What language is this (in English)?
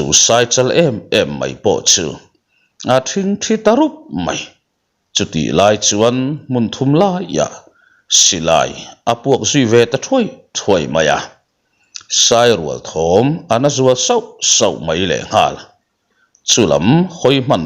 Mizo